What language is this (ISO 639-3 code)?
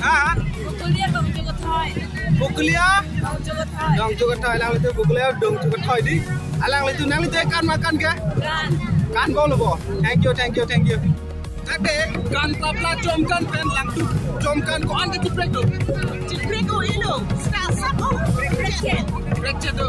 mjw